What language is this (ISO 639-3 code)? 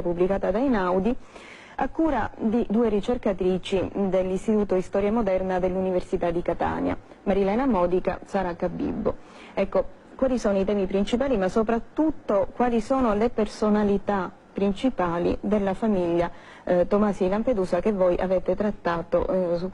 ita